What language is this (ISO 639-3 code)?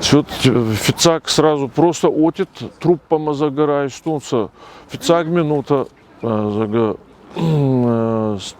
oss